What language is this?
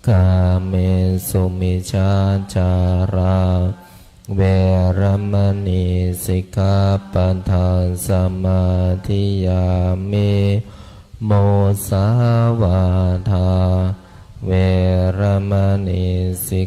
Pali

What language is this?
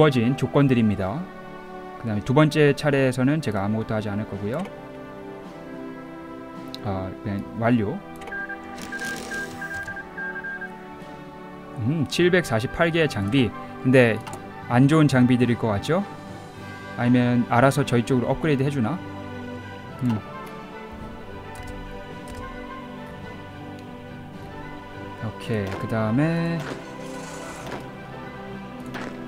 Korean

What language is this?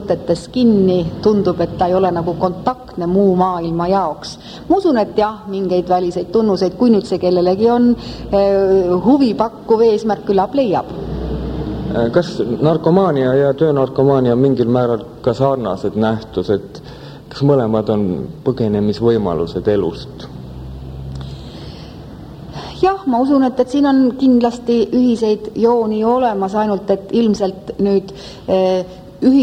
Estonian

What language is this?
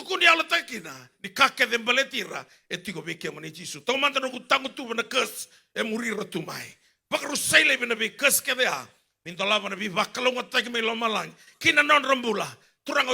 Fijian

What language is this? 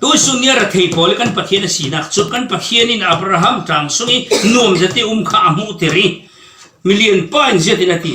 Falam Chin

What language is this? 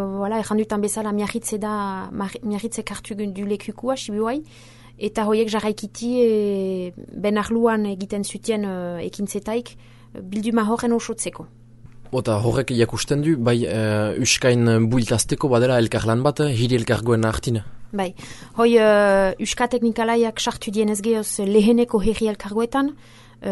Basque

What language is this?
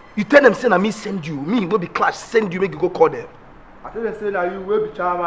Nigerian Pidgin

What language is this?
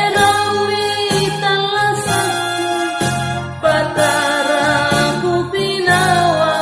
Makasar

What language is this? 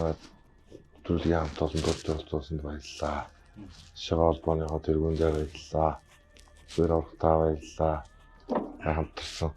Mongolian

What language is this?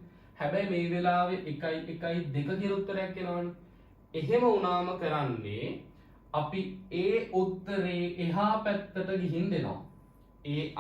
Sinhala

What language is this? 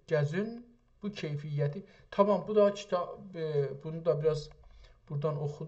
South Azerbaijani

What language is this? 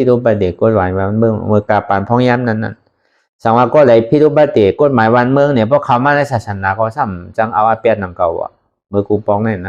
Shan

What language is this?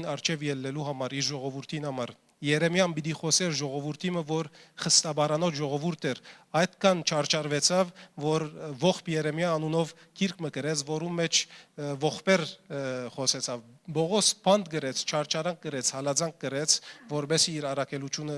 Western Armenian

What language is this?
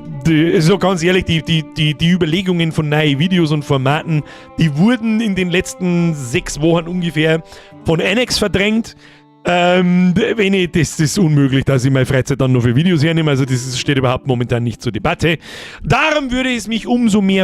Bavarian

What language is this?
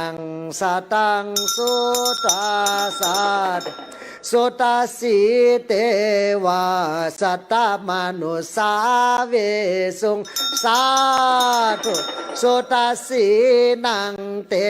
Pali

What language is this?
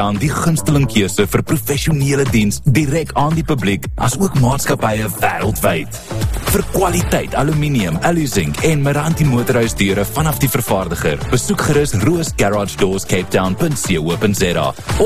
Afrikaans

